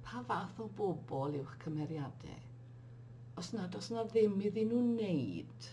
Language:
Welsh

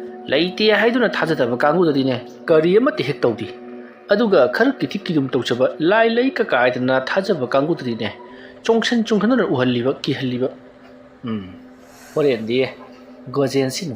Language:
Manipuri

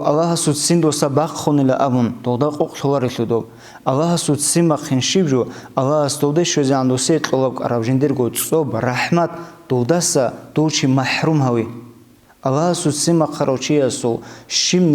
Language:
Avaric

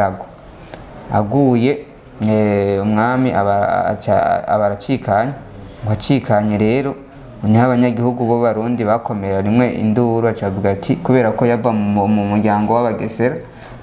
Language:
Rundi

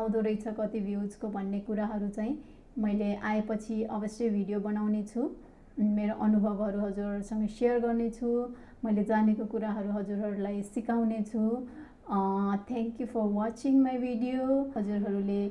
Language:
Nepali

